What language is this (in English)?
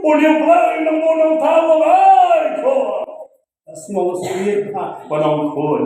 Khasi